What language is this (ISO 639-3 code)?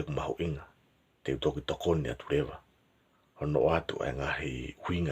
ton